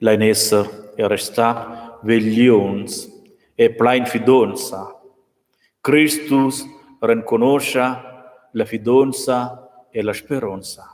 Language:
Romansh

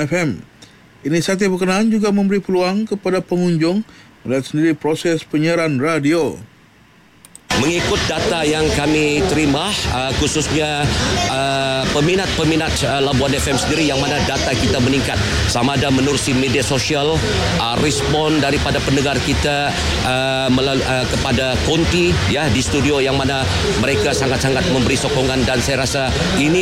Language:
Malay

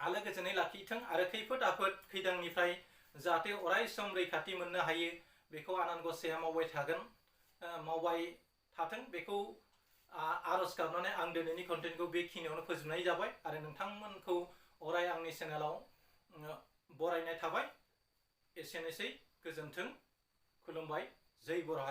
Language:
Bodo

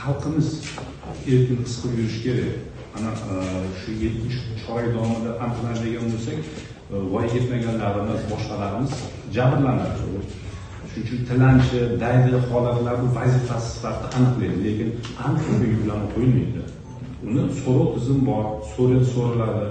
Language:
Uzbek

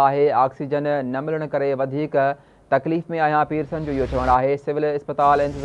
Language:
Sindhi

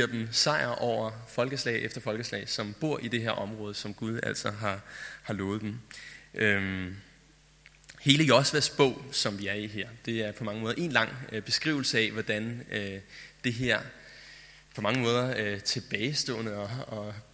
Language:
Danish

